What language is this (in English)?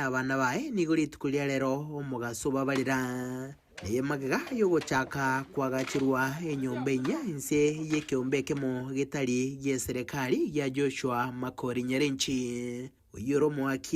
Gusii